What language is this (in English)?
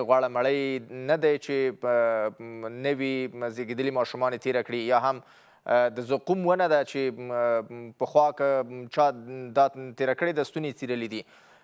Pashto